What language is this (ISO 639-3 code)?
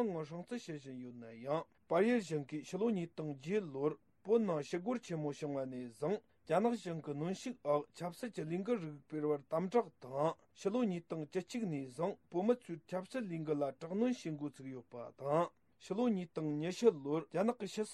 bod